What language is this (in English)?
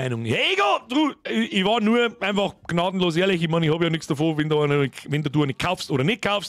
Bavarian